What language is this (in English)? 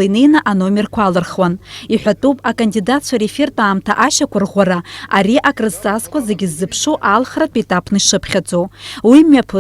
Abkhazian